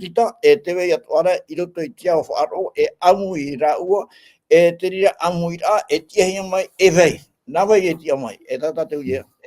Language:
Tahitian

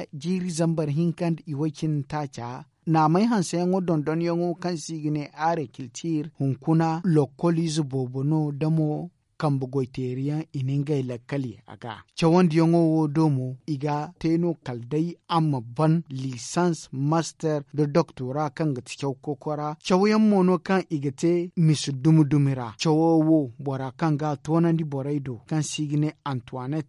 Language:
Zarma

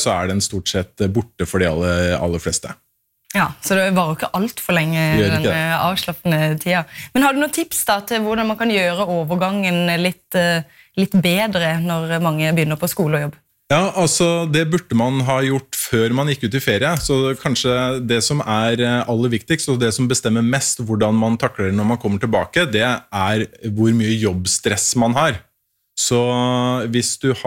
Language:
Norwegian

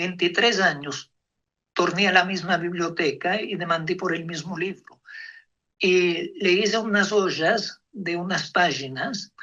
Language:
Ladino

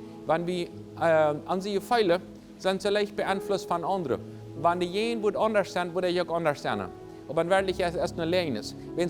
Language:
Plautdietsch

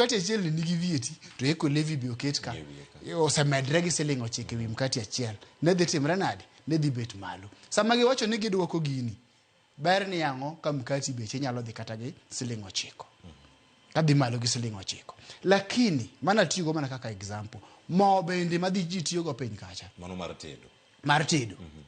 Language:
Luo (Kenya and Tanzania)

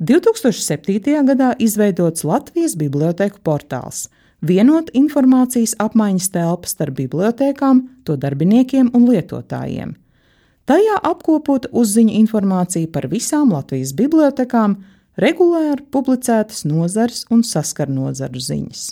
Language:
Latvian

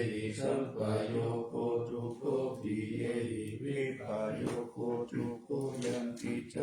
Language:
Pali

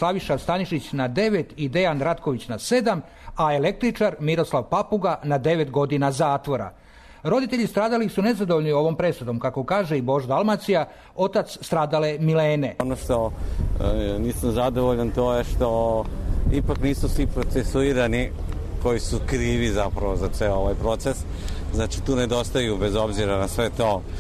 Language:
Serbian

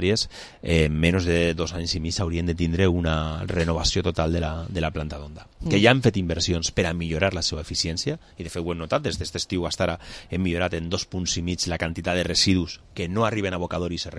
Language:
Catalan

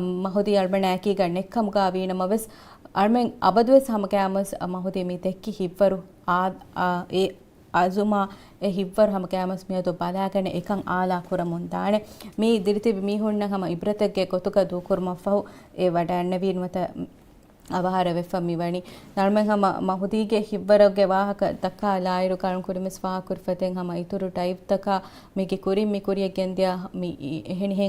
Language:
Divehi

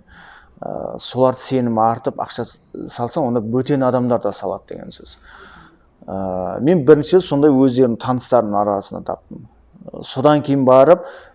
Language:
Kazakh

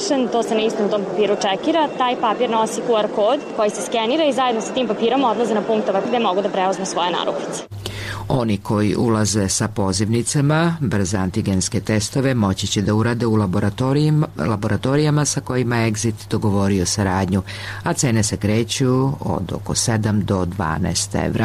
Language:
Serbian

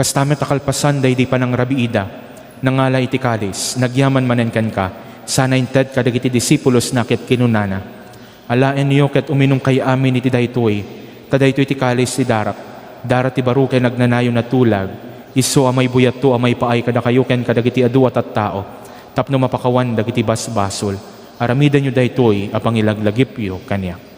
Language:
Iloko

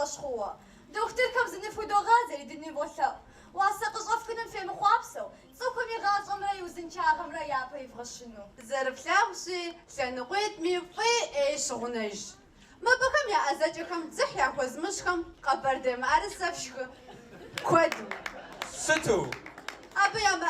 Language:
Kabardian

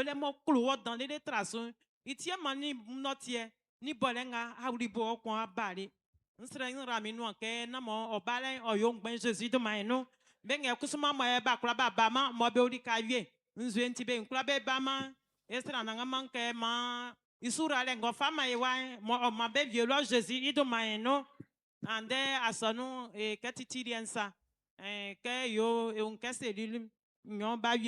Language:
Baoulé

